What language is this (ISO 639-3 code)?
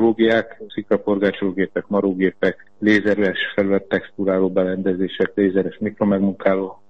hun